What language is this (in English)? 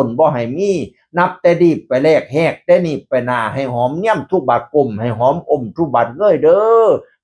Northeastern Thai